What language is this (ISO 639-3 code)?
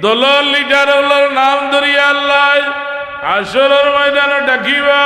syl